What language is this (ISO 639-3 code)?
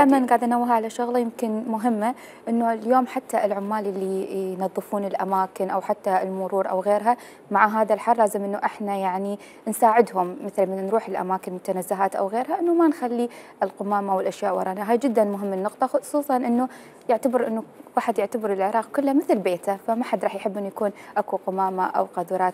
acm